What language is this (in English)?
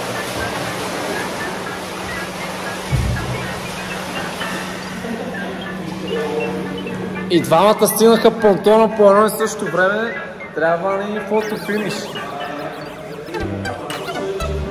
Bulgarian